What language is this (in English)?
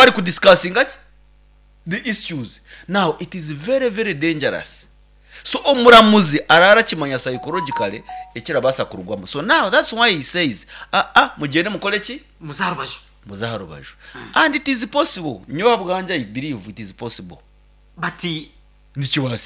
Nyankole